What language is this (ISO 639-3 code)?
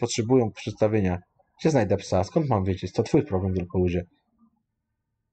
pol